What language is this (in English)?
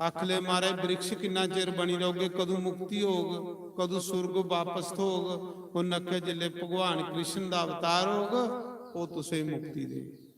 Dogri